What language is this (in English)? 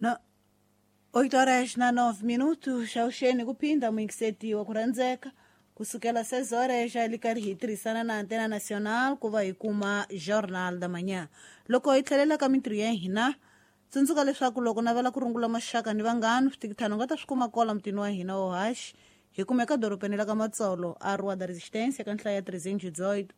Tsonga